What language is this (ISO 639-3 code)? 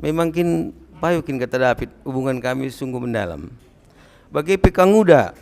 btx